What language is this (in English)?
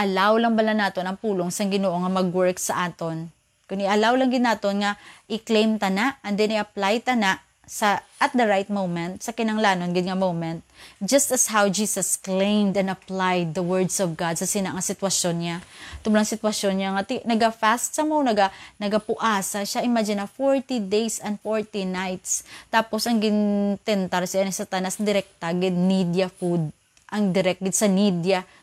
Hiligaynon